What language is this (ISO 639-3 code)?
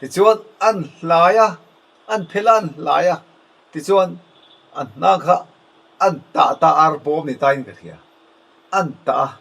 lus